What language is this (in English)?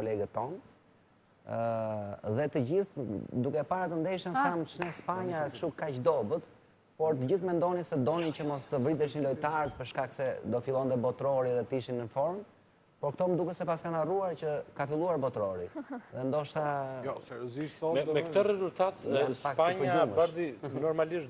Albanian